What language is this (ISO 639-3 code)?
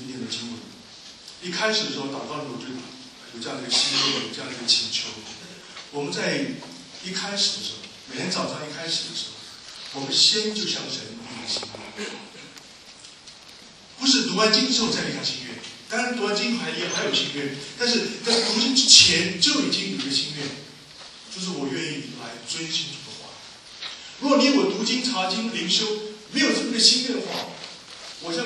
zho